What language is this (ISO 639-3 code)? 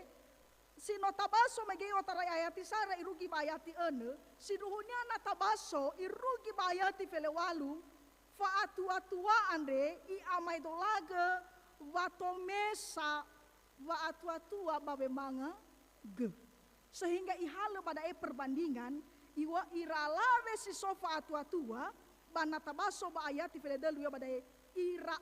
nia